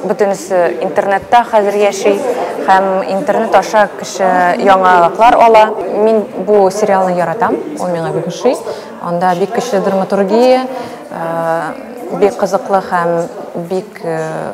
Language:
Tatar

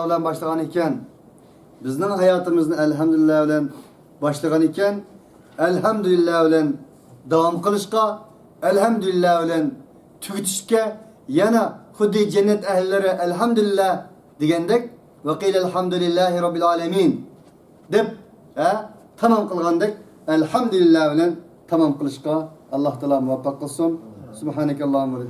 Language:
Uyghur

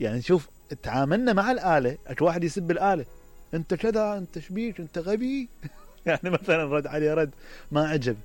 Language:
Mesopotamian Arabic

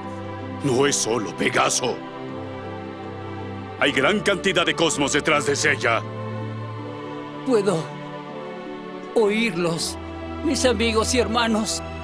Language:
Spanish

